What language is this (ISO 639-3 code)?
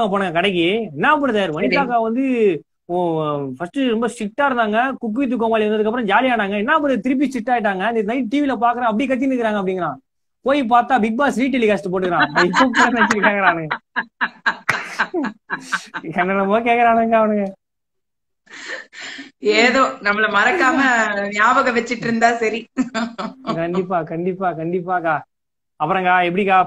tam